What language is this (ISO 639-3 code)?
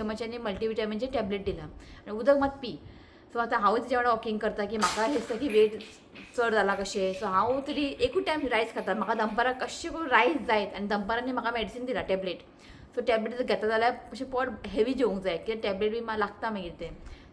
kok